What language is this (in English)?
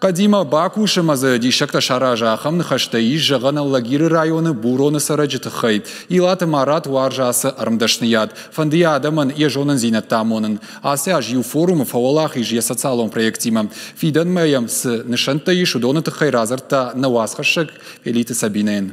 Ossetic